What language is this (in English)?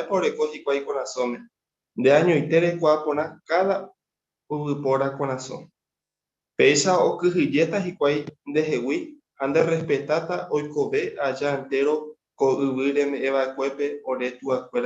Guarani